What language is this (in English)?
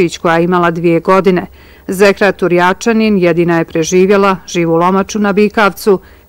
Bosnian